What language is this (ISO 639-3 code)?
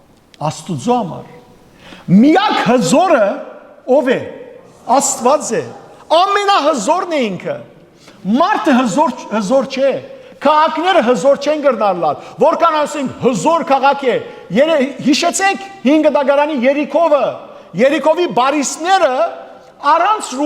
hyw